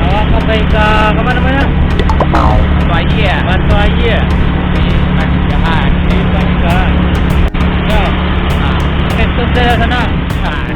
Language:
Minangkabau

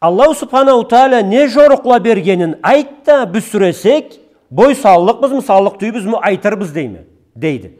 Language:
Karachay-Balkar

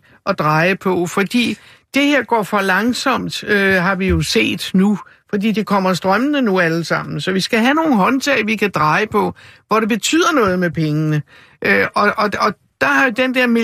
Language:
Danish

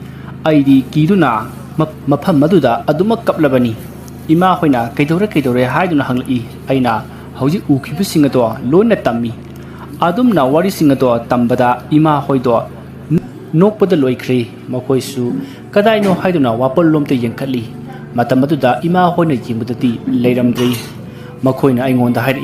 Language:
Manipuri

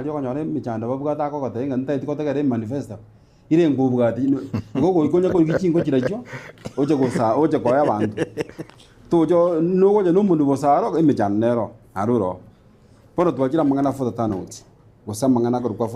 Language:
Gusii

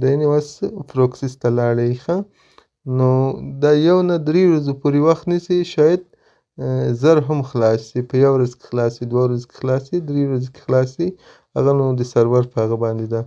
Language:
Pashto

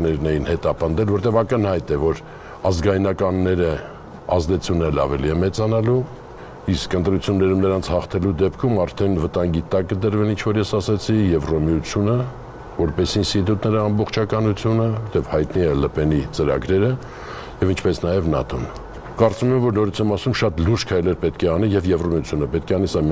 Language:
Armenian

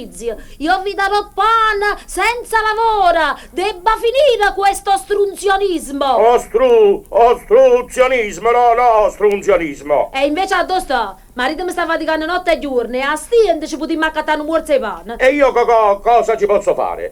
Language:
Neapolitan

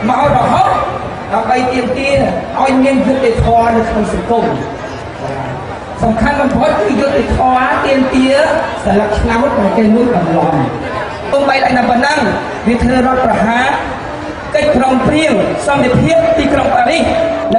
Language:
Khmer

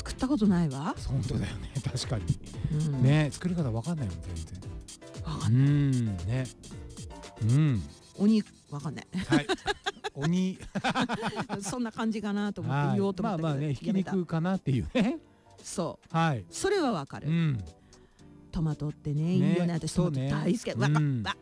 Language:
Japanese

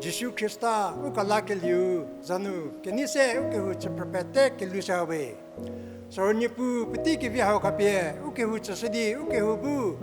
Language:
Angami Naga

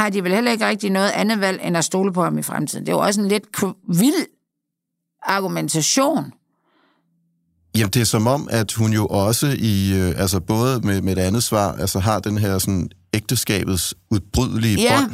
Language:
Danish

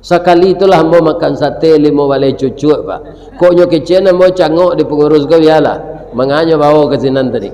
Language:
Minangkabau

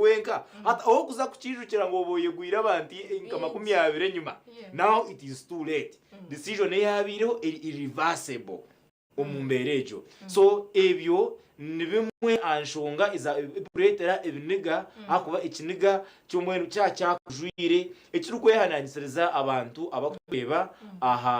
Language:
Nyankole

